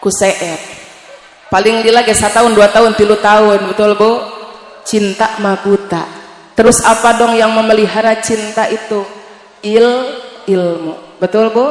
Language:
Sundanese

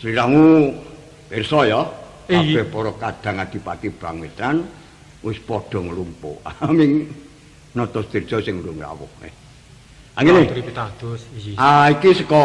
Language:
Javanese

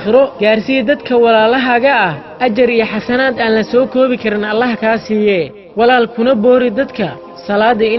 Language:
Somali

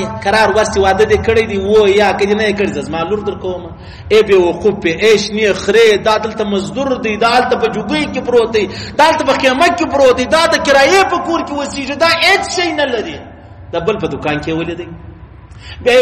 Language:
Pashto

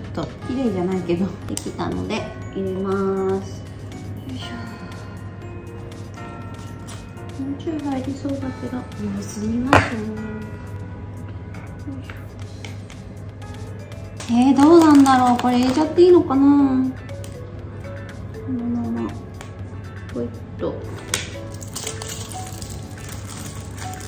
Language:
Japanese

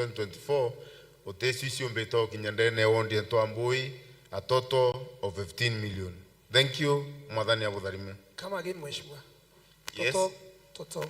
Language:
Meru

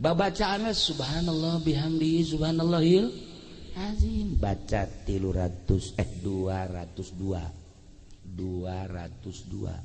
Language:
Sundanese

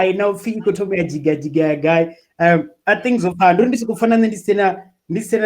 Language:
Venda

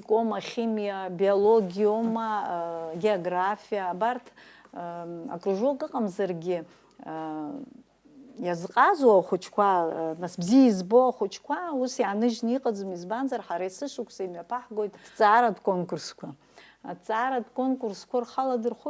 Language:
Abkhazian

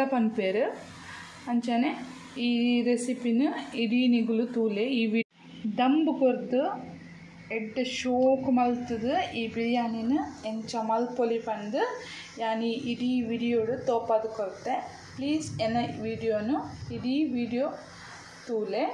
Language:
Tulu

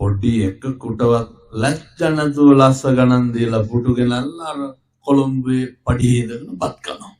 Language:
Sinhala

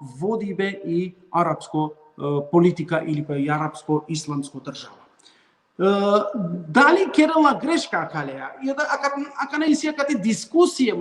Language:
Balkan Romani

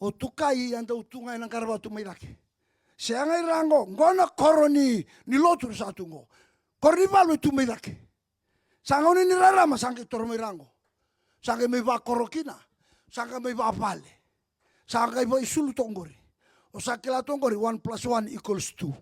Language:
Fijian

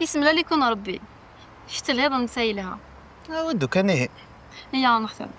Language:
Kabyle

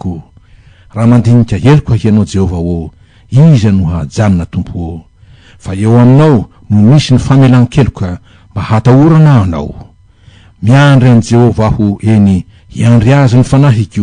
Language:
Malagasy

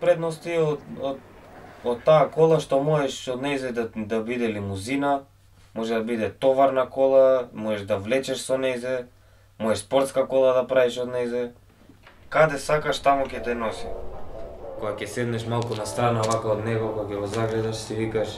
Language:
Macedonian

